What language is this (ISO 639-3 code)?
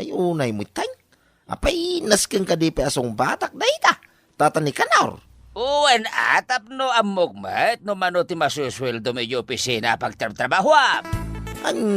ilo